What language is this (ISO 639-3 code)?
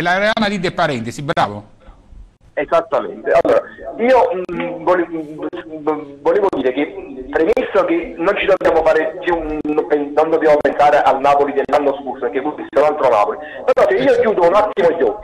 ita